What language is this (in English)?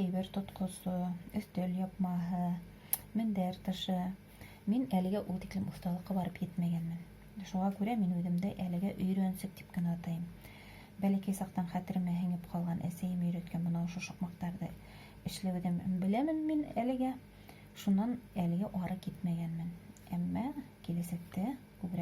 Bashkir